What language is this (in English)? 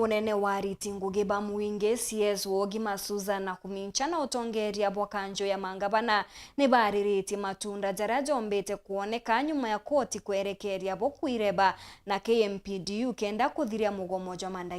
Meru